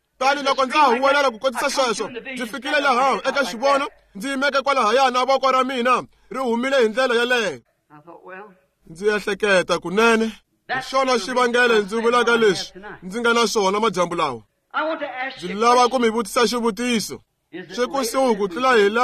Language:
Tsonga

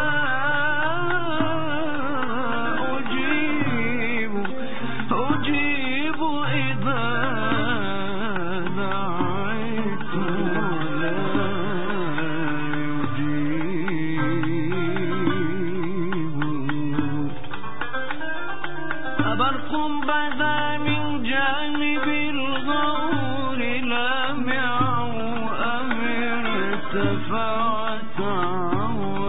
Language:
Arabic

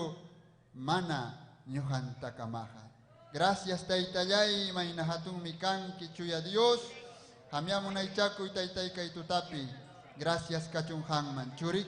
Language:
Ayacucho Quechua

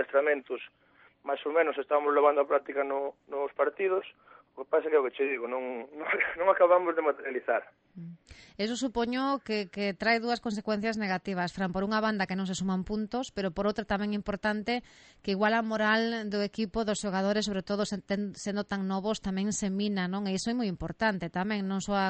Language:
Galician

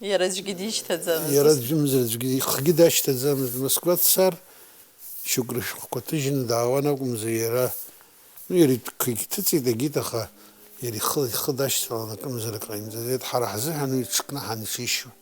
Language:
Abkhazian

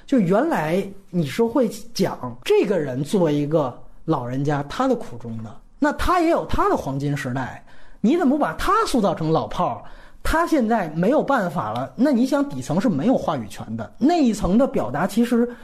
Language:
Chinese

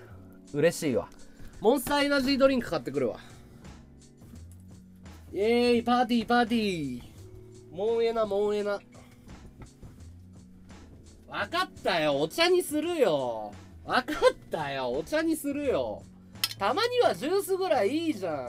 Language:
Japanese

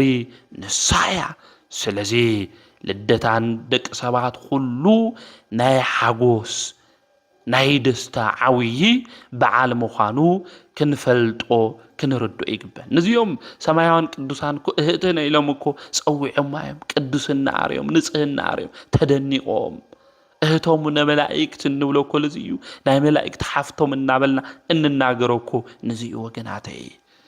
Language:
Tigrinya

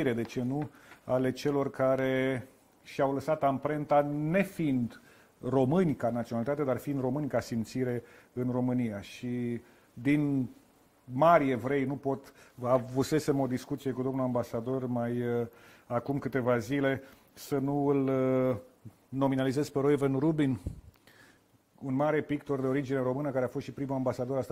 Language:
Romanian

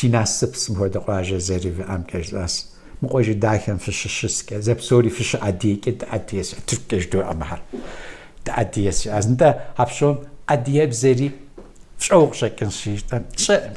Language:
Kabardian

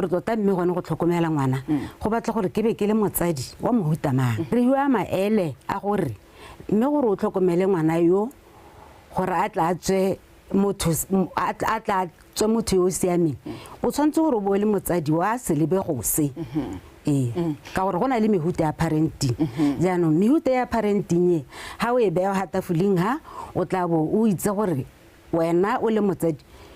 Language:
Tswana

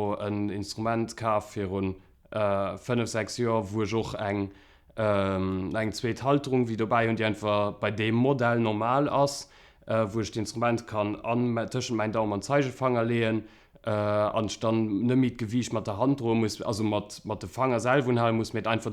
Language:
Luxembourgish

